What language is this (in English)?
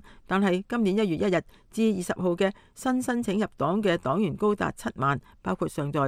Cantonese